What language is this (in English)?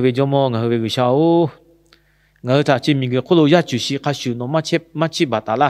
Lahu